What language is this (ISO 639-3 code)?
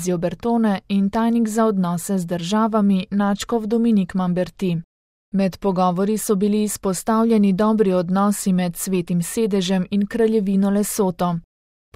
slv